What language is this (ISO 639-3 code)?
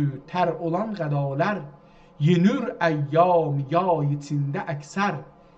azb